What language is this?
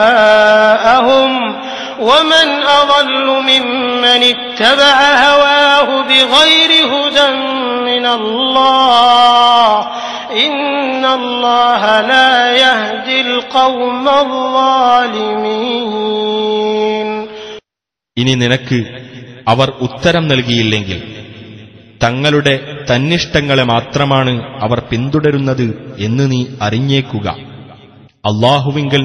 Malayalam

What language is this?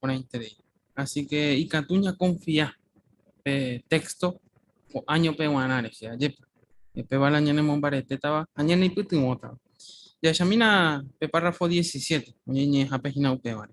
Guarani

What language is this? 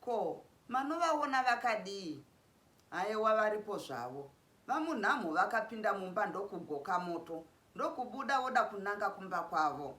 Shona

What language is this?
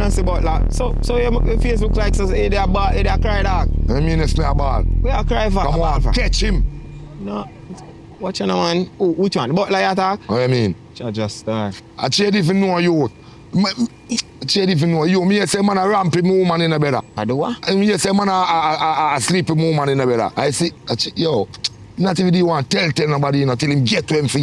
Jamaican Creole English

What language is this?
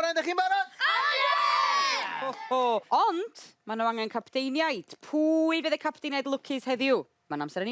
Welsh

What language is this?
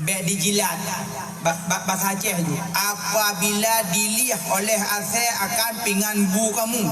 Achinese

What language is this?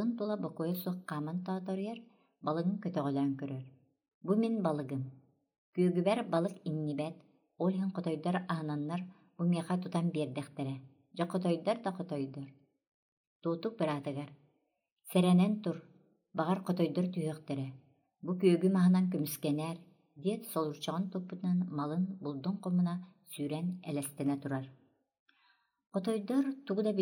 Yakut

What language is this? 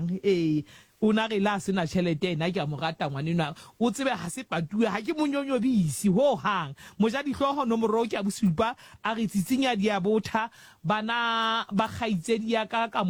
Southern Sotho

